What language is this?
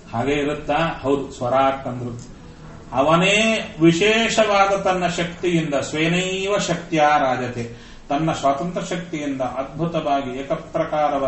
Kannada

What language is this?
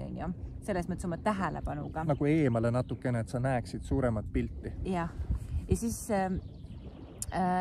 Estonian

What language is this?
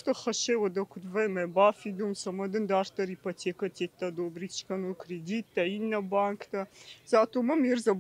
Ossetic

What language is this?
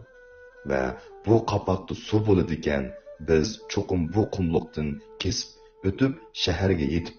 Uyghur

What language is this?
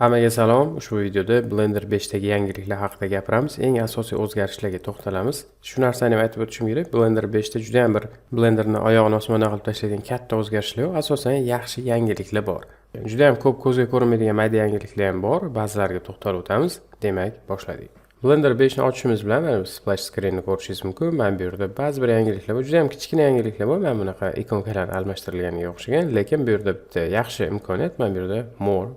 Uzbek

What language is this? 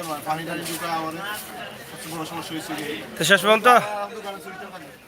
Sylheti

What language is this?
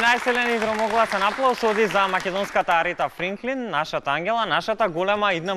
Macedonian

